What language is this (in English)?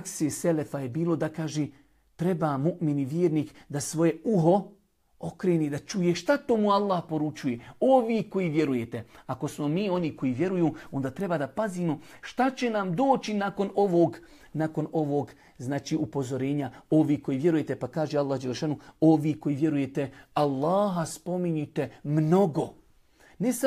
Bosnian